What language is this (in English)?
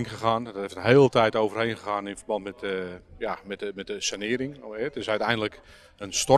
Dutch